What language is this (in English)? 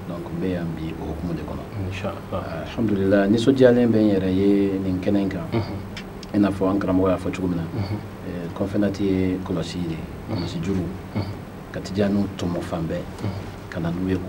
Bambara